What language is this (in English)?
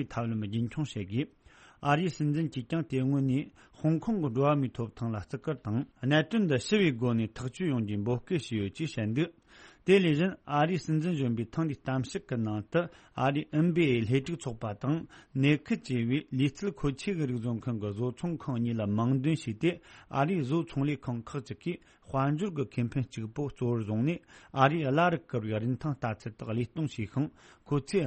Tibetan